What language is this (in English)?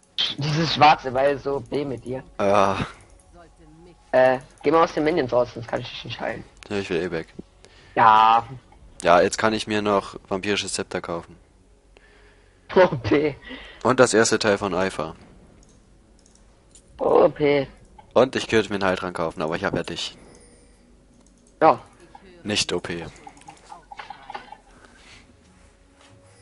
German